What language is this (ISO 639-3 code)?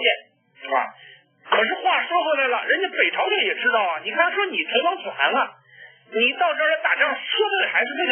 zho